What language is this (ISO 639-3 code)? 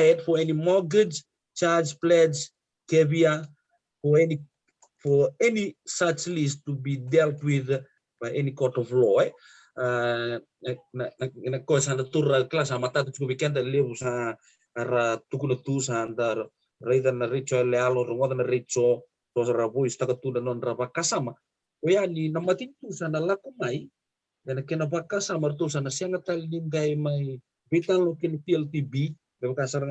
fij